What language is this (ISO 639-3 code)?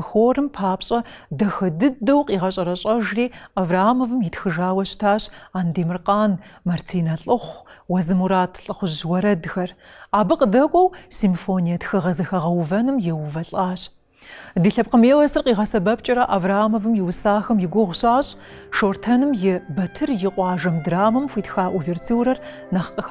kbd